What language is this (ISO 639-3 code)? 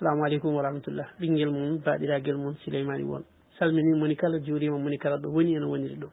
ful